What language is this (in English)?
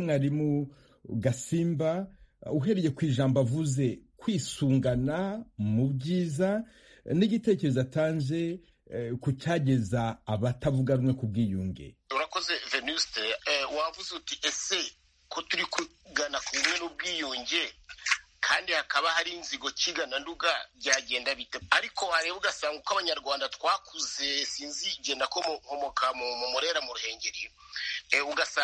Kinyarwanda